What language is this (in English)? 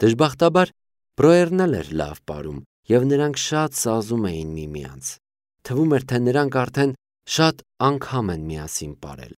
Armenian